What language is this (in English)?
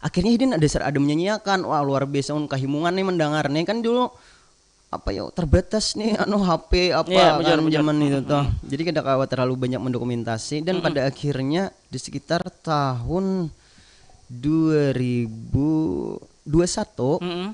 Banjar